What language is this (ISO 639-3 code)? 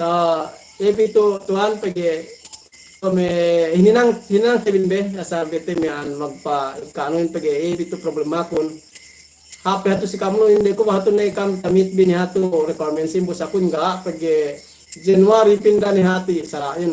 yka